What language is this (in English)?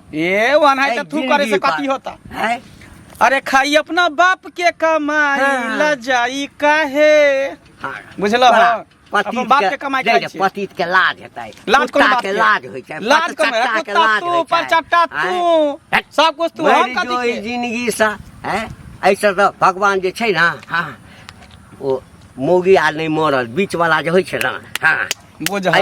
Maithili